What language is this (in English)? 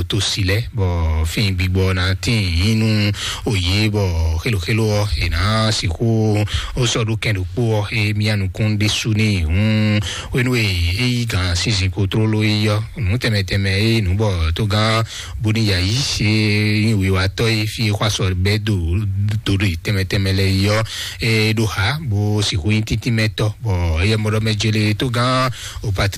Fon